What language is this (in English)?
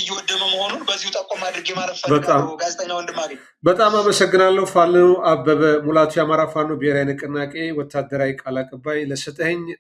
Amharic